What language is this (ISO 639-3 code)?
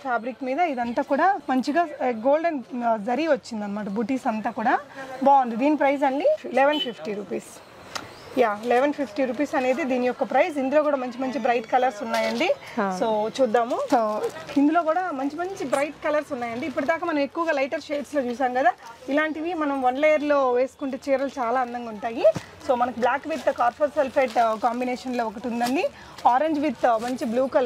tel